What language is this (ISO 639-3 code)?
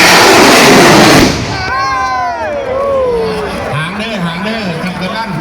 lao